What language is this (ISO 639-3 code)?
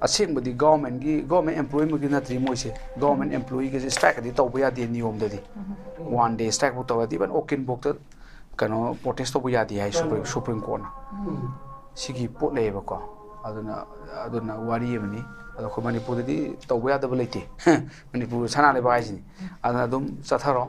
mni